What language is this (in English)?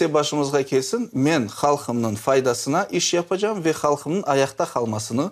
Crimean Tatar